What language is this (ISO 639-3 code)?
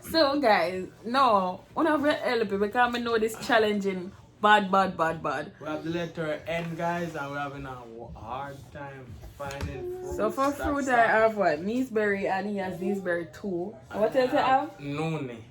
jam